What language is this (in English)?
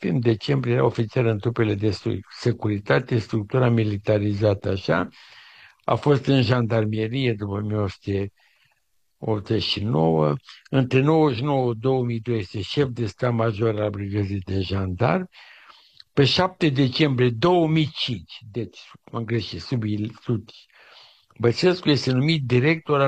Romanian